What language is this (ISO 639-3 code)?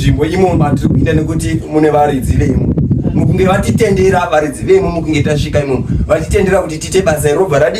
sna